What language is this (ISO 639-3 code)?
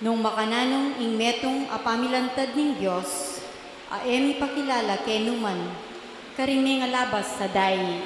pam